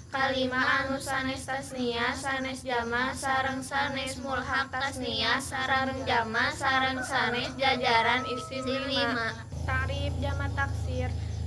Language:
Sundanese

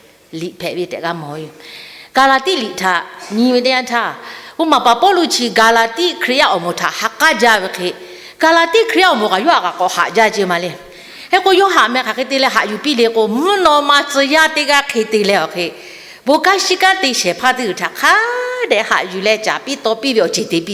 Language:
Lahu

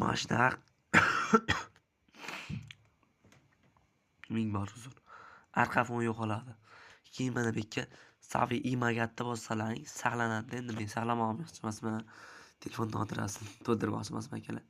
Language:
Uzbek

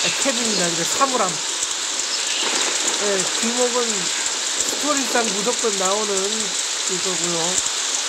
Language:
Korean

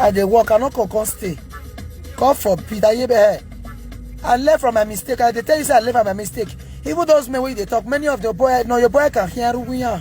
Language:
Nigerian Pidgin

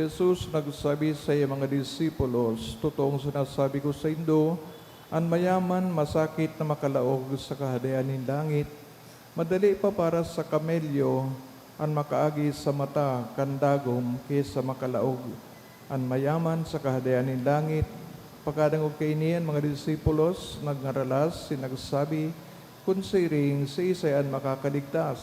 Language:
Bikol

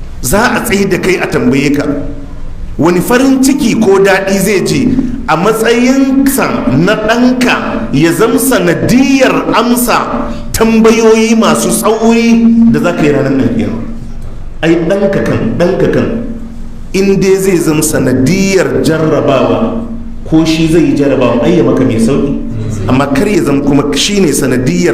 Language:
Hausa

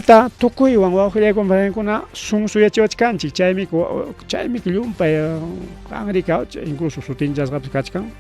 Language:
Ayacucho Quechua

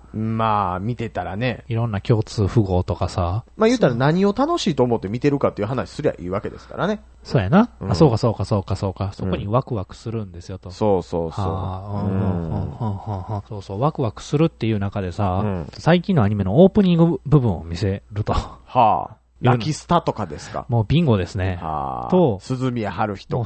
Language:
Japanese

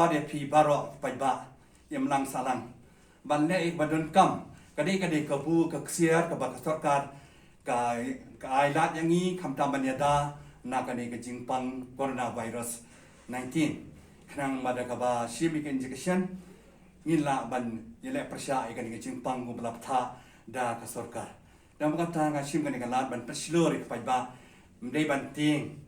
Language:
Khasi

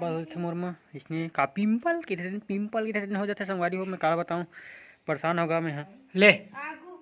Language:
Chhattisgarhi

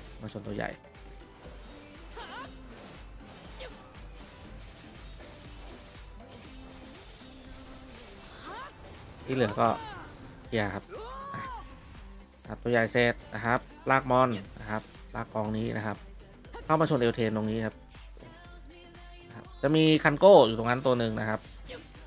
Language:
Thai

